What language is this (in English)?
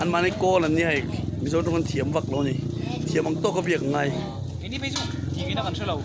Mizo